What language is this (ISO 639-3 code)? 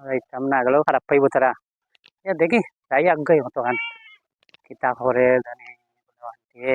syl